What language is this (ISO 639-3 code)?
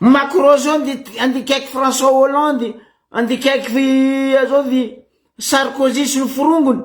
mlg